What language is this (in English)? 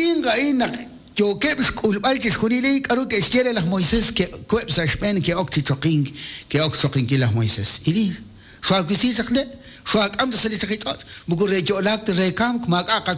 Kekchí